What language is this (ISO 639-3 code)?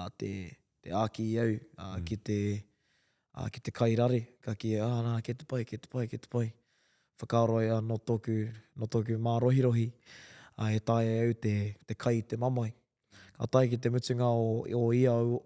mri